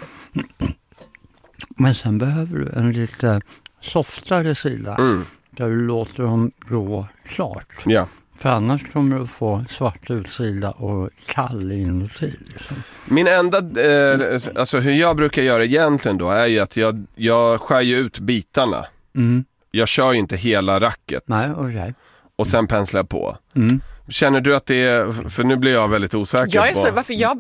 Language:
Swedish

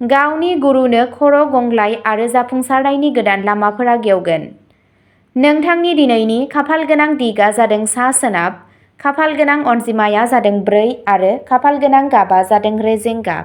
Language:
Bodo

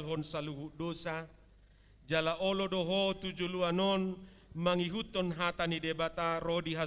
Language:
Batak Toba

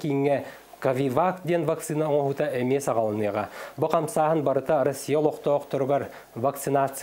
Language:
Yakut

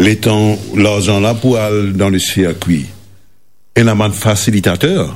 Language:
Morisyen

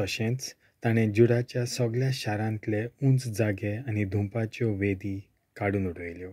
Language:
Konkani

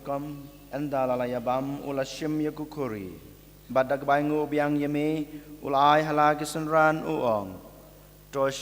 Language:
Khasi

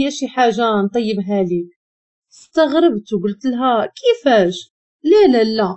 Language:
Moroccan Arabic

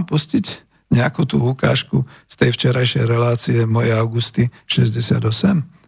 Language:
Slovak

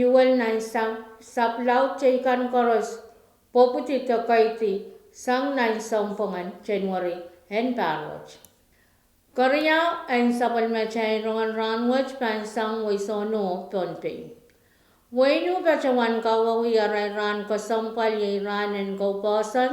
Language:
Pohnpeian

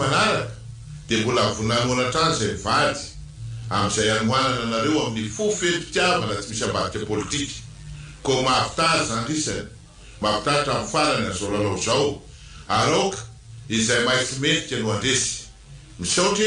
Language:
Malagasy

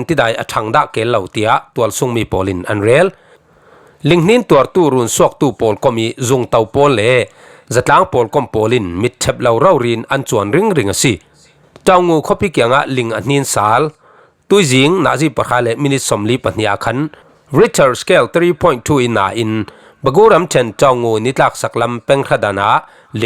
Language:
Falam Chin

